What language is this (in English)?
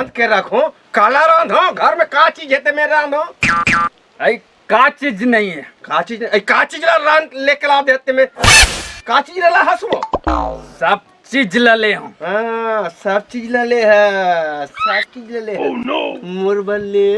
Chhattisgarhi